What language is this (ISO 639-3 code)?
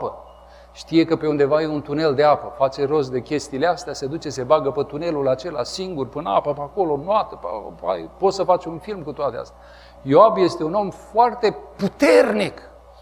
ron